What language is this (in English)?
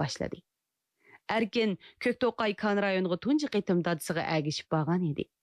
Uyghur